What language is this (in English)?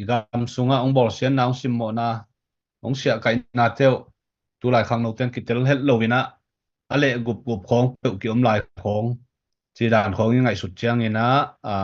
Tedim Chin